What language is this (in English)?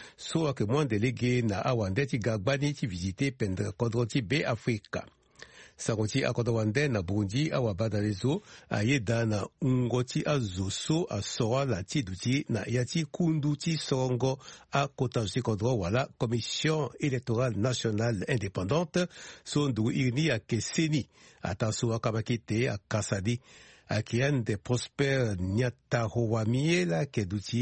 Sango